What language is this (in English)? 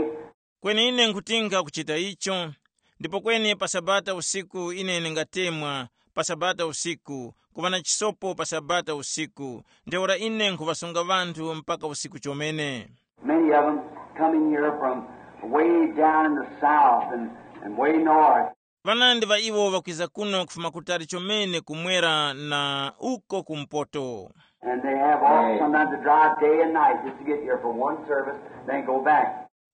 Tumbuka